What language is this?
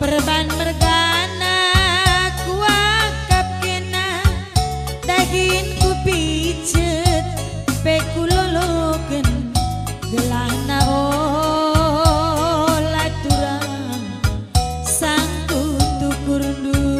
Batak Karo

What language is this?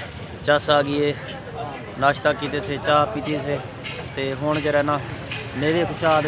Saraiki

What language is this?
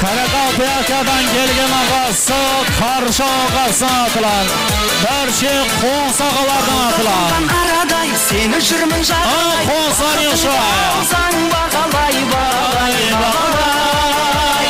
Kara-Kalpak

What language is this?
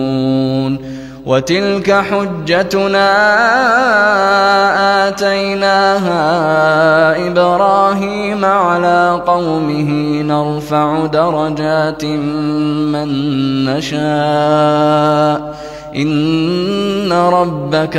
Arabic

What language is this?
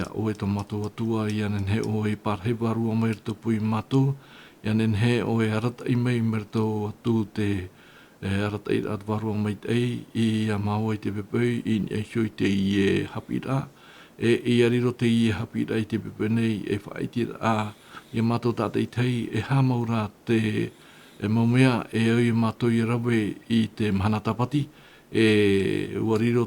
Tahitian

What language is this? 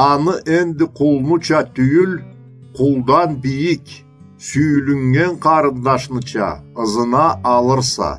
Karachay-Balkar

